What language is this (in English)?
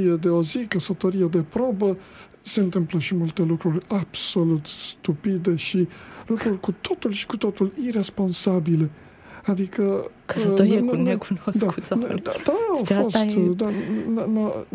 Romanian